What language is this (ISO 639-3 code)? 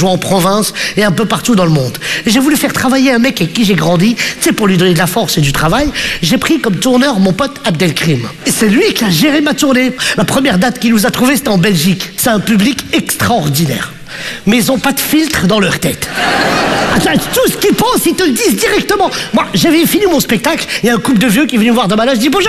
fra